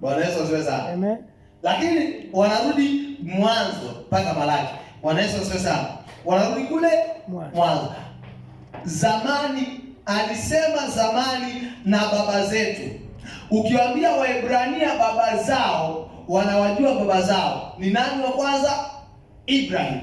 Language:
Swahili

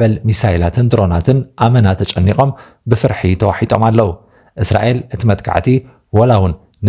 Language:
Tigrinya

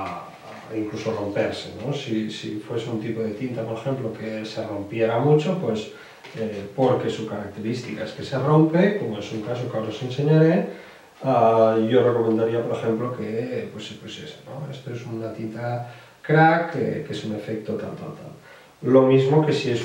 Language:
Spanish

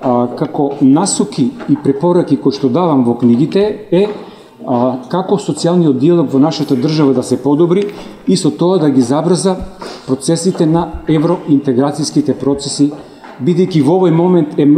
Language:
Macedonian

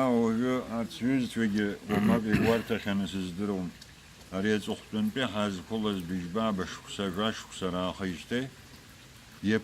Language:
Abkhazian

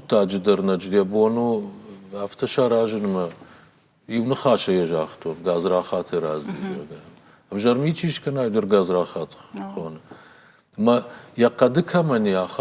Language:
Ossetic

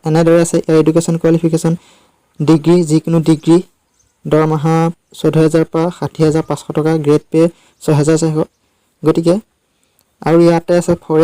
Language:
Assamese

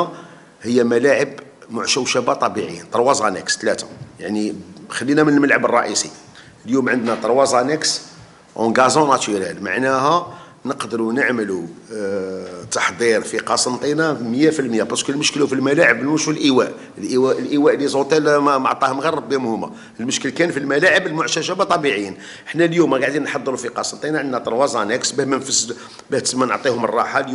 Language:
Algerian Arabic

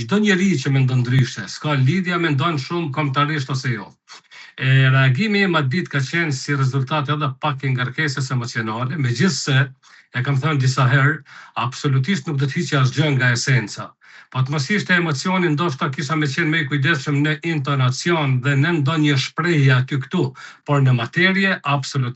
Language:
Albanian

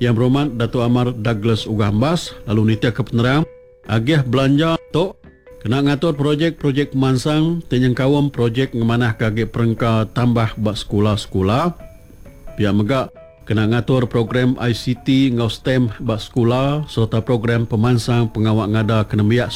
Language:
Iban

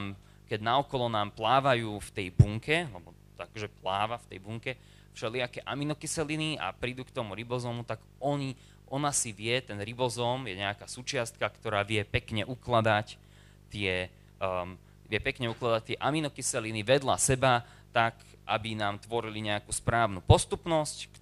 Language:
Slovak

